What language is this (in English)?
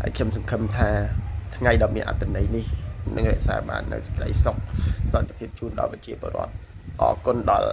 Khmer